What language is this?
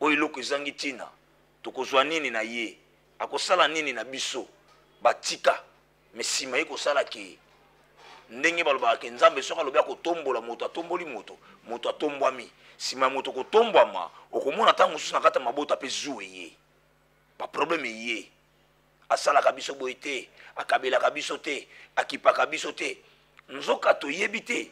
Lingala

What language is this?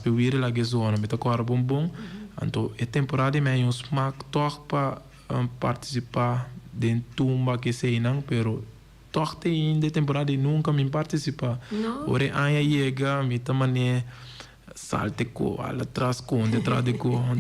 Papiamento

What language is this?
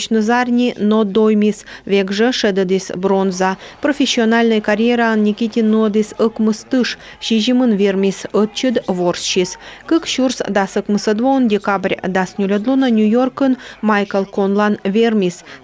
Komi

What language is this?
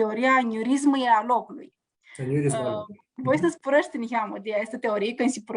Aromanian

